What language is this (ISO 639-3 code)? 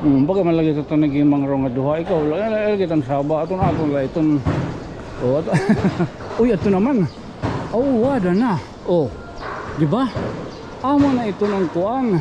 war